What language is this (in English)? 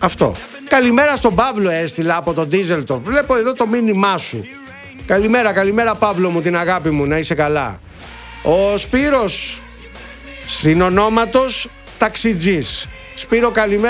Greek